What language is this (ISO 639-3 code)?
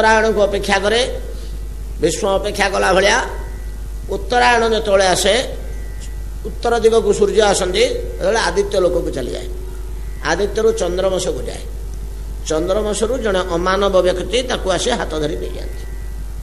ori